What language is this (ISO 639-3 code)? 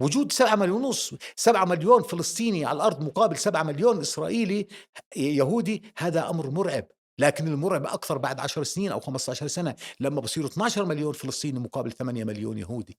apc